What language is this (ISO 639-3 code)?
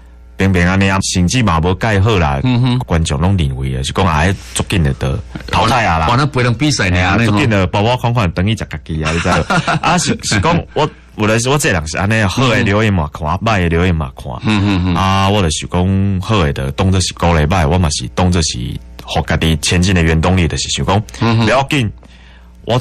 nan